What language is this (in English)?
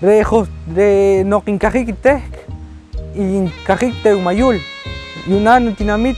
Poqomchi'